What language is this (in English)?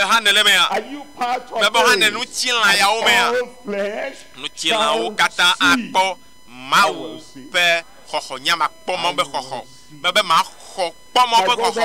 Ewe